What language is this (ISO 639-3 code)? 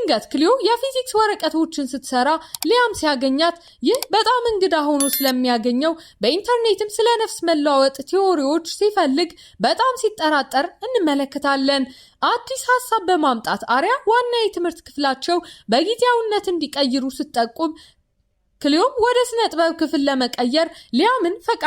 amh